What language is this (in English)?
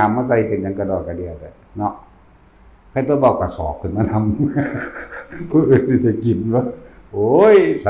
Northeastern Thai